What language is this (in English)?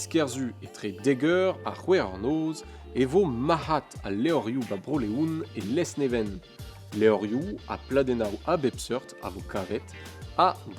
Breton